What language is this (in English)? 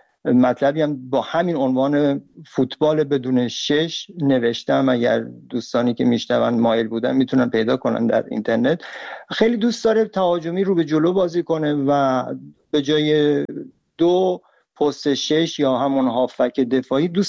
Persian